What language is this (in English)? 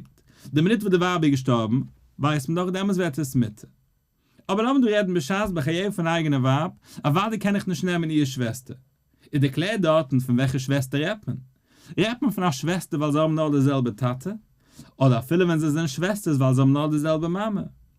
Yiddish